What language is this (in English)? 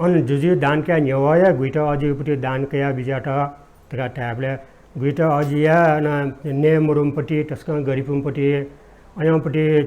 Newari